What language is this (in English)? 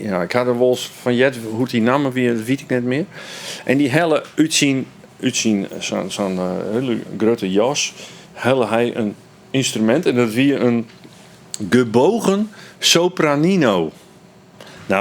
Western Frisian